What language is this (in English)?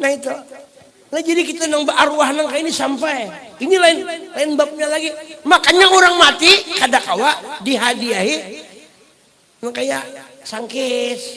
Banjar